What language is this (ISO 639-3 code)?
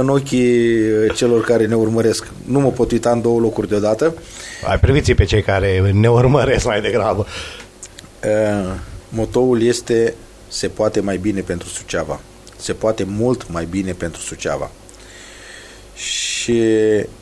ron